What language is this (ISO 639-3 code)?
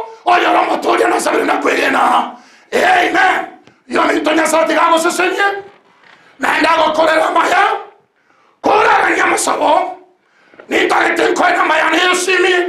guz